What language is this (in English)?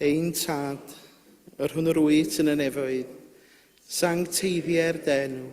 Welsh